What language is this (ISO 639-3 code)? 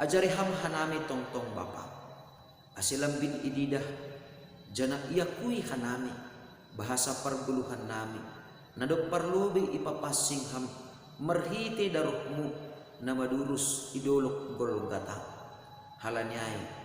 bts